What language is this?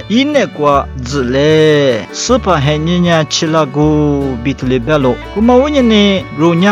Lisu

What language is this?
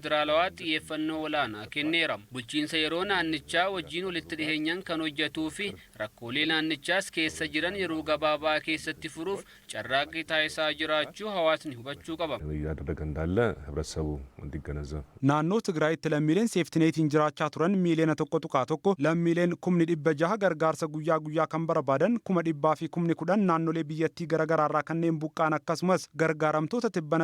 Oromo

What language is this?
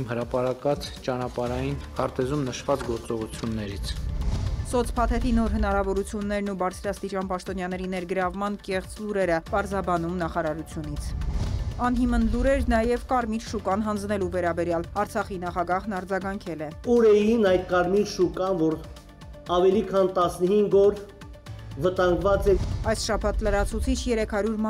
Armenian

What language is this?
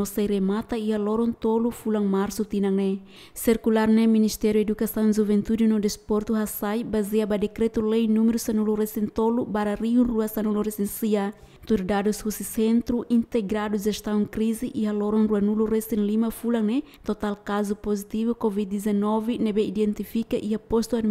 Tetum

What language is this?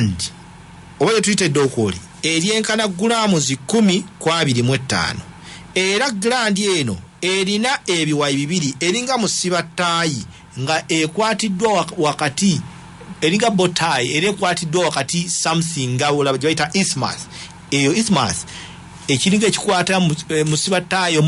Ganda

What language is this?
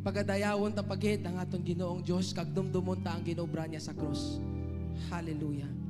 Hiligaynon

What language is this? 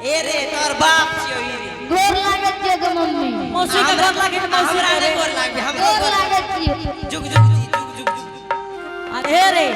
Angika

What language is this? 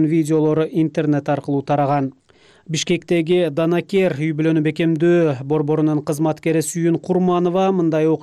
Kyrgyz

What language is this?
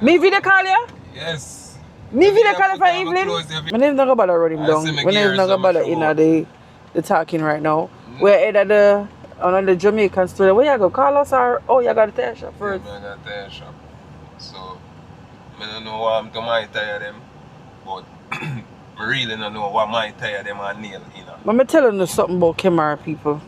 Jamaican Creole English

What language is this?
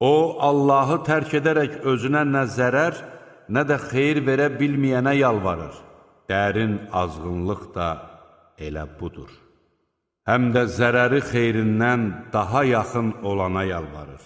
Azerbaijani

